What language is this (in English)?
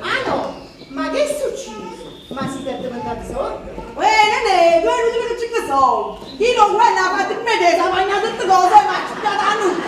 Neapolitan